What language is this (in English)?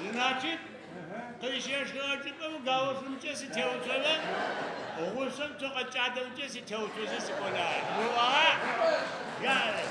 Adyghe